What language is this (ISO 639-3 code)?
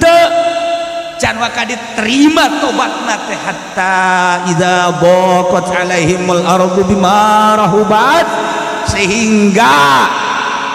sun